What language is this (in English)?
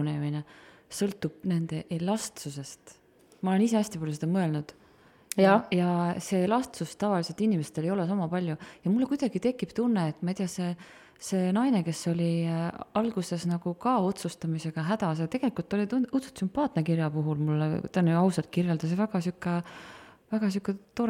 Estonian